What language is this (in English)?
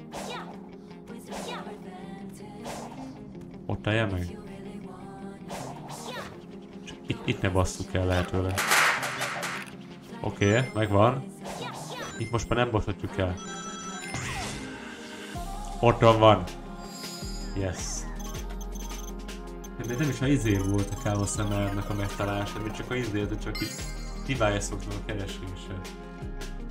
Hungarian